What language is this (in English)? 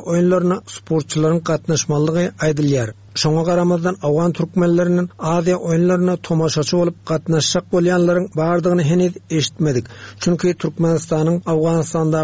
Turkmen